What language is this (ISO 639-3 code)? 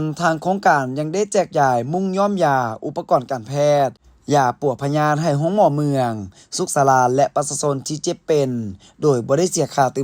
lao